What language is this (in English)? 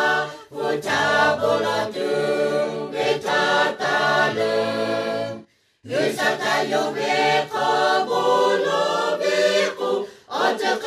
Lahu